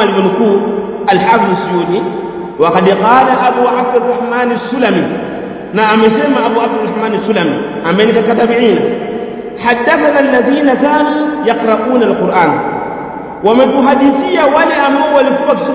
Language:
Swahili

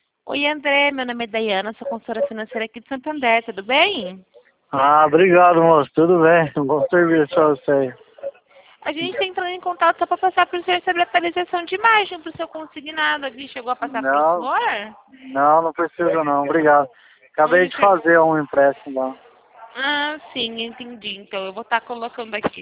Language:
Portuguese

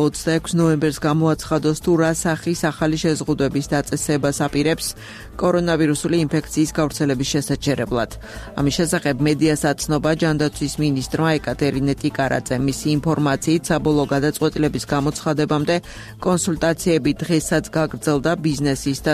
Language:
Georgian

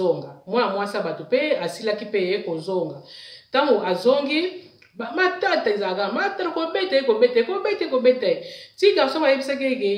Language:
Lingala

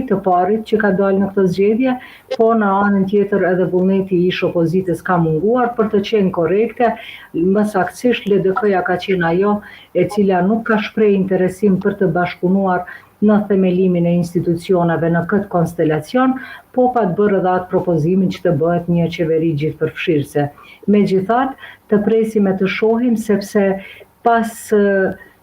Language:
Albanian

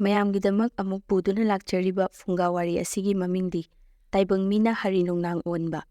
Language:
Manipuri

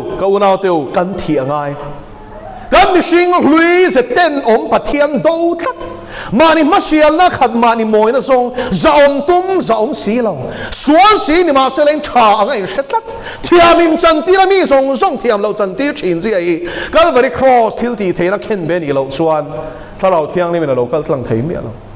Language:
Mizo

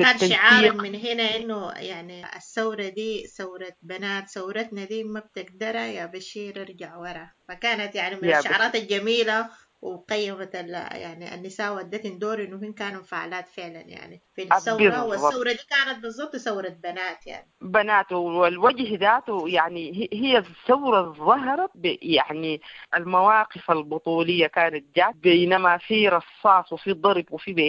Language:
Sudanese Arabic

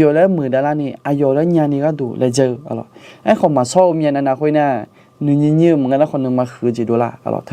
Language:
Akha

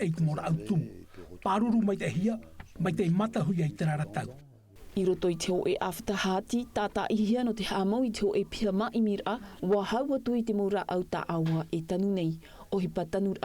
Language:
Tahitian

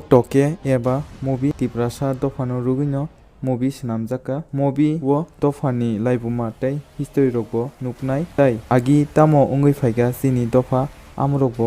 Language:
Kok Borok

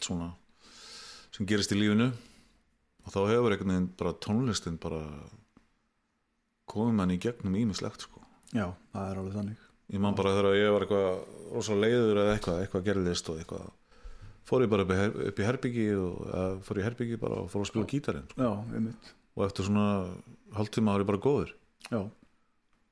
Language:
Icelandic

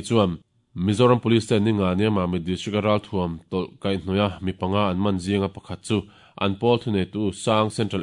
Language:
Mizo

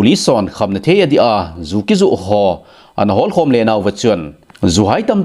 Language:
Thado Chin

